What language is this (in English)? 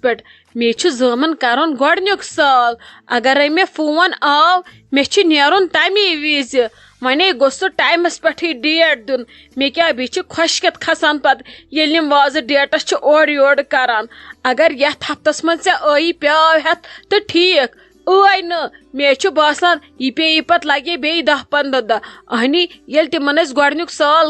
Kashmiri